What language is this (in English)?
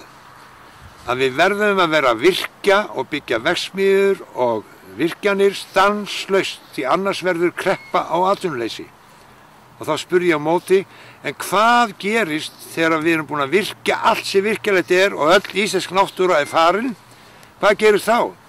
Icelandic